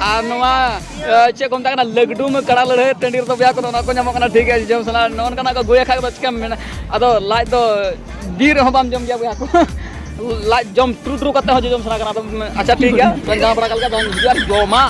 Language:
Santali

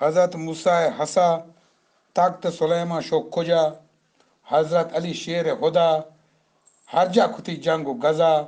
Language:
Eastern Balochi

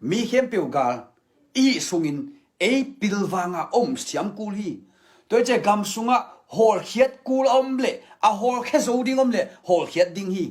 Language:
Tedim Chin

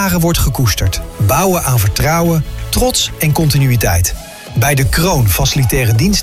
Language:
Dutch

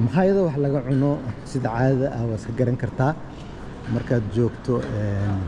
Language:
Somali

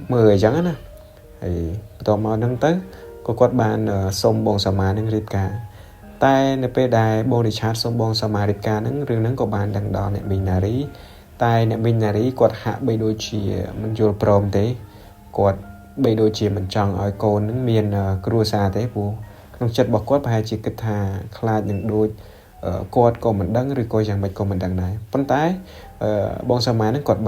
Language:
Khmer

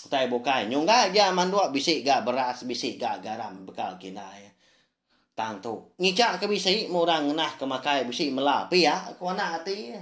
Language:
Iban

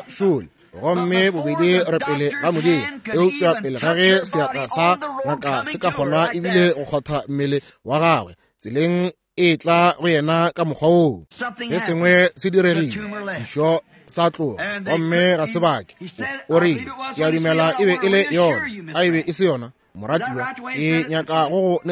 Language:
Northern Sotho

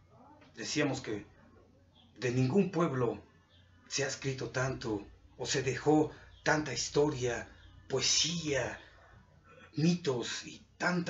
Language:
Spanish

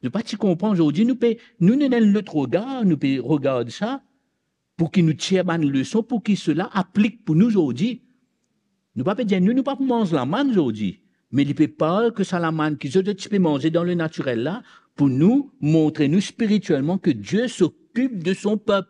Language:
Morisyen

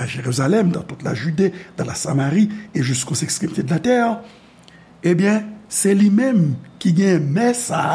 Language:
Haitian Creole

